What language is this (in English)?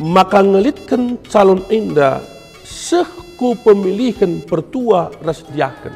Batak Karo